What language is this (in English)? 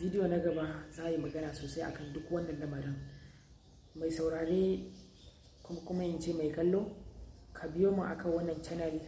Hausa